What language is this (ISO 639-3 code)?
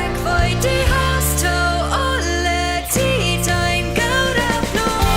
pdt